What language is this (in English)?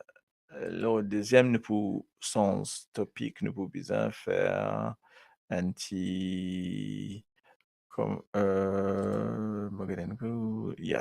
Morisyen